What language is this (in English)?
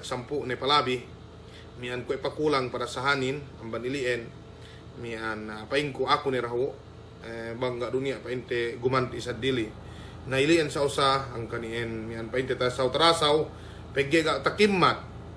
Yakan